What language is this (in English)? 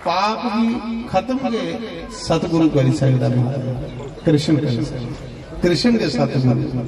Dogri